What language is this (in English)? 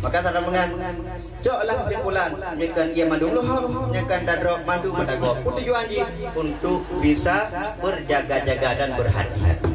Achinese